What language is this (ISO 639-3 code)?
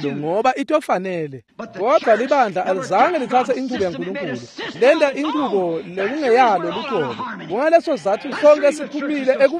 ssw